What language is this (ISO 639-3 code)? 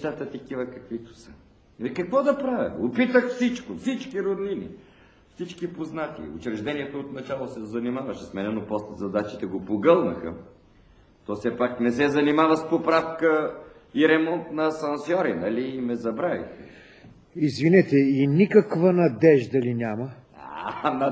bul